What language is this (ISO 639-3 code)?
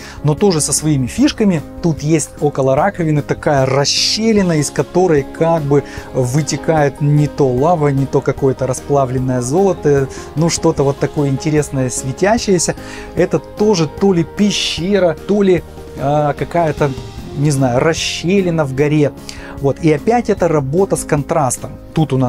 rus